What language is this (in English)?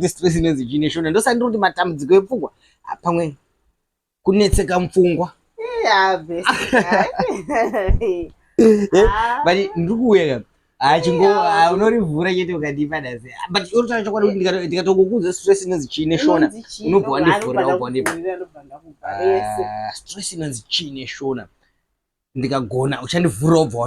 Shona